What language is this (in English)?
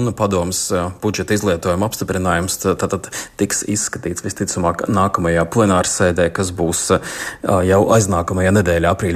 Latvian